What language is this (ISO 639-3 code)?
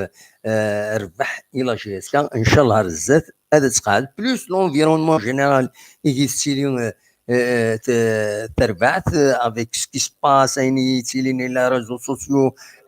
kab